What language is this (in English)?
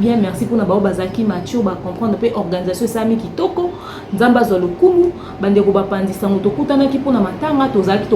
Lingala